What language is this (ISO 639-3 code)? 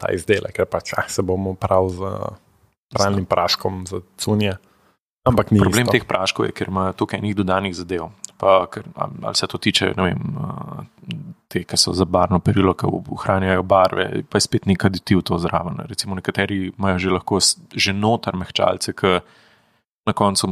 slv